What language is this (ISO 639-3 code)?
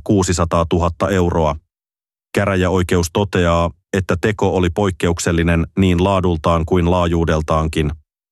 fin